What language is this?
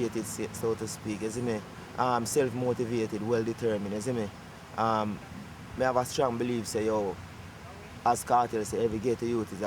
Jamaican Creole English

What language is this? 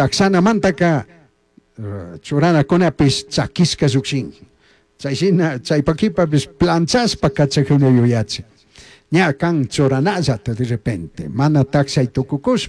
Chimborazo Highland Quichua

